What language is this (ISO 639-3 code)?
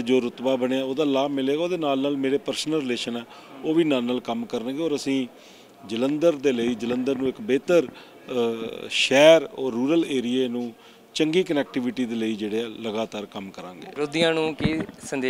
pan